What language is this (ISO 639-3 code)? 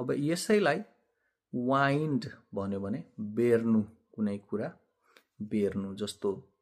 nep